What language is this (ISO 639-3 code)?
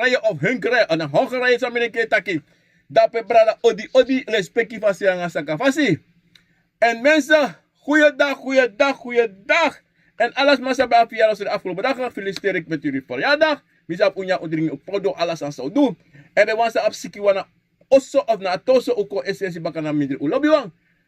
srn